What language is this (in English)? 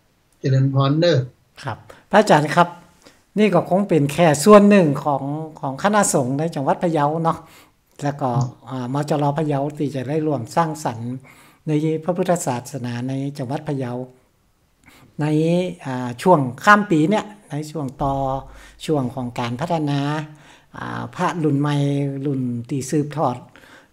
Thai